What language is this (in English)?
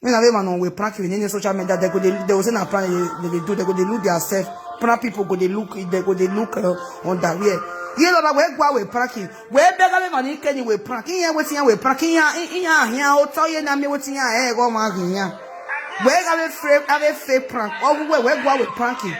Nigerian Pidgin